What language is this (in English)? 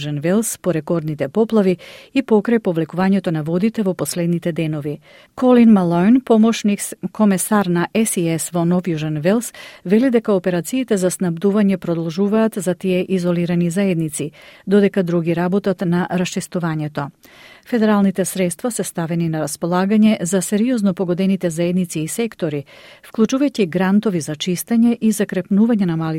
Macedonian